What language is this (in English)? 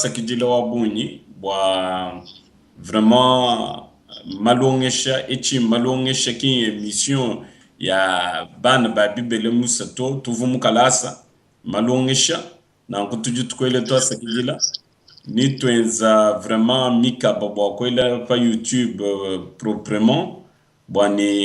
Luba-Lulua